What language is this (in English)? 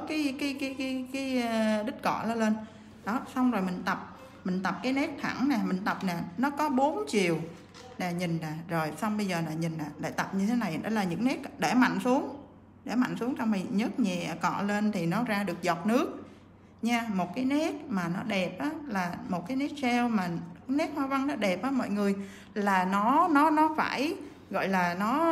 Vietnamese